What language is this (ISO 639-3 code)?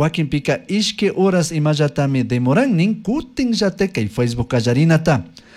qug